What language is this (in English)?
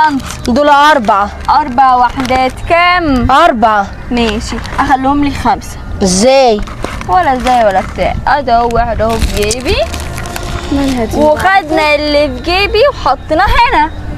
Egyptian Arabic